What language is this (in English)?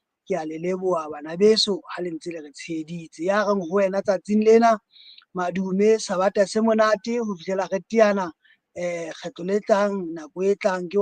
Southern Sotho